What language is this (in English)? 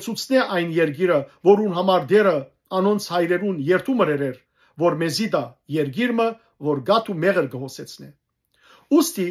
Western Armenian